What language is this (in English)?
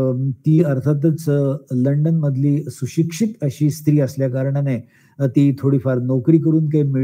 Marathi